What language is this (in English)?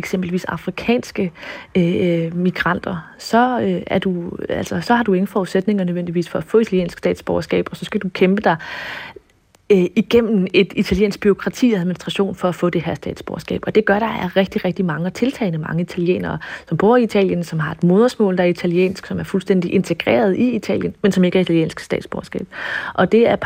Danish